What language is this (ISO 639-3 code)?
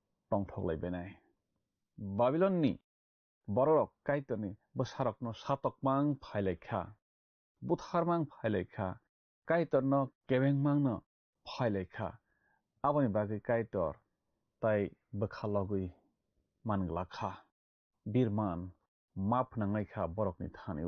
trp